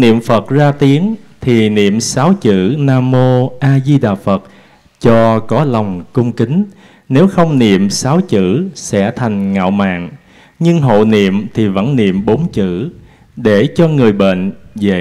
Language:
Vietnamese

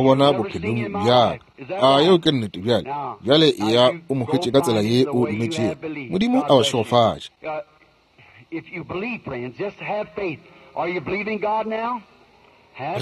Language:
Northern Sotho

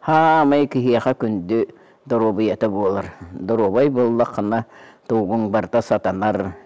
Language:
Yakut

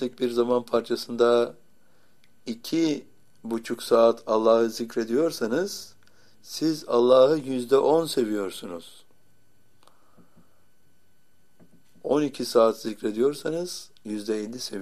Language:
Turkish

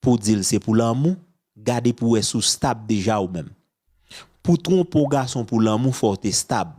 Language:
Haitian Creole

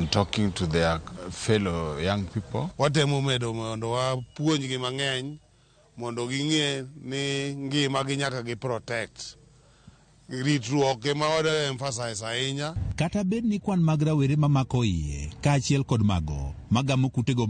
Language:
Luo (Kenya and Tanzania)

